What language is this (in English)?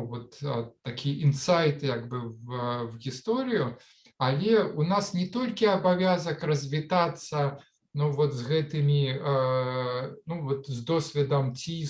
Belarusian